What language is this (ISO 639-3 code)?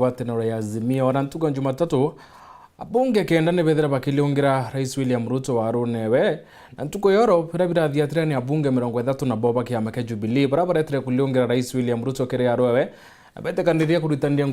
mer